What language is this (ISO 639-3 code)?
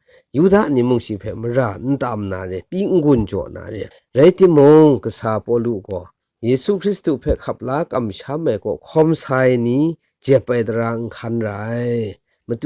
kac